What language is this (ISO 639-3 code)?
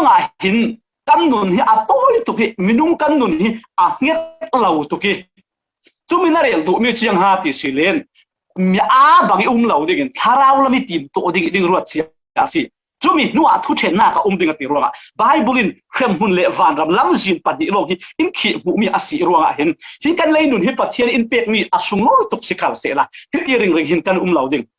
cfm